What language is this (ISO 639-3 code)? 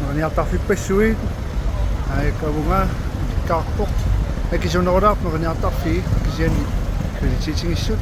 kal